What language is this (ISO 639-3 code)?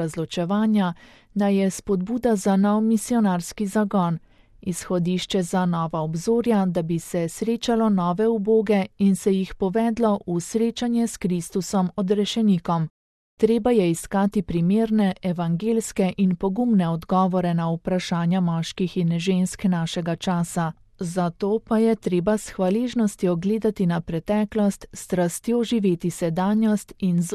slv